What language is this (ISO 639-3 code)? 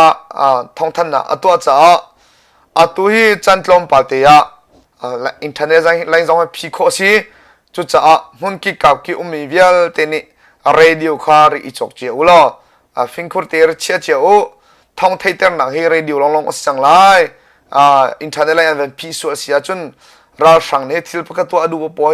cnh